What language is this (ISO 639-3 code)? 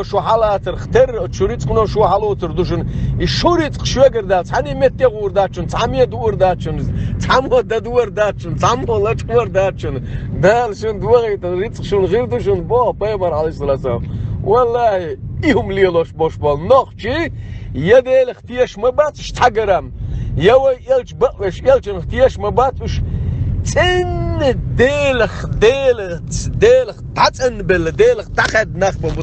che